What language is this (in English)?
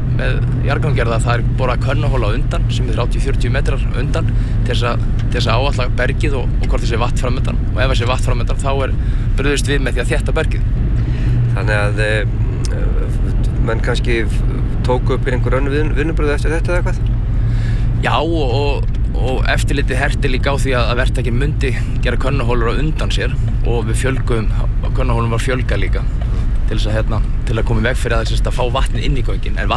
Icelandic